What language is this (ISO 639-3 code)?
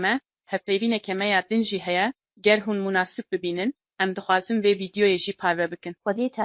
kur